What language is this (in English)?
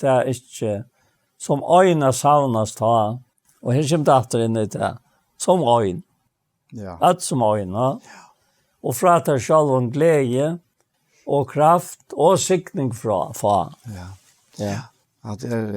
Faroese